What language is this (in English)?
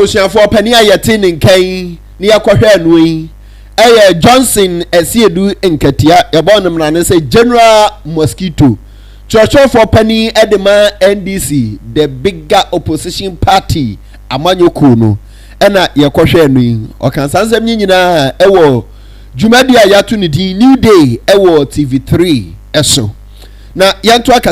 Akan